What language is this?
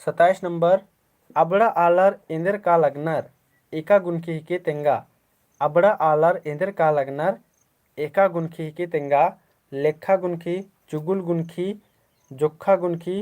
Kurukh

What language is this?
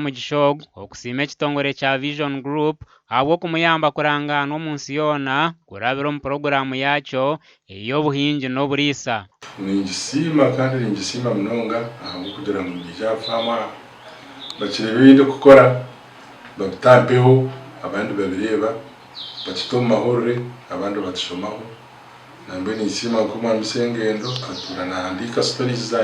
Nyankole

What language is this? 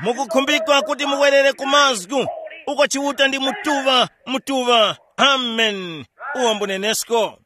Tumbuka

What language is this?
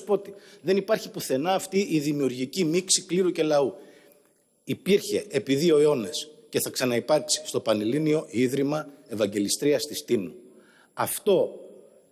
Greek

